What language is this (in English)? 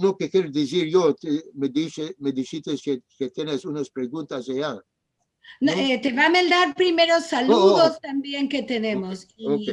Ladino